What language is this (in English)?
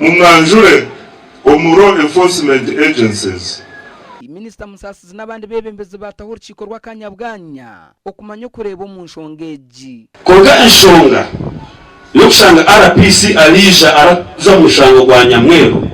Nyankole